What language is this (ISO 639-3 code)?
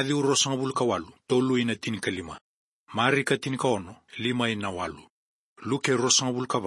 fij